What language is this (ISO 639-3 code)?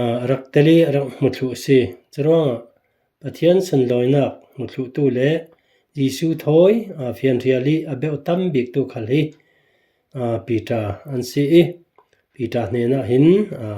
cfm